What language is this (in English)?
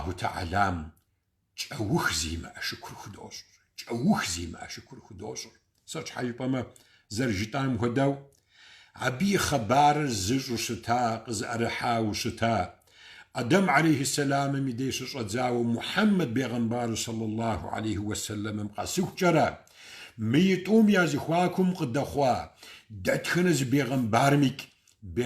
Kabardian